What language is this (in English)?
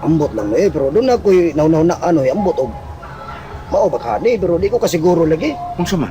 Cebuano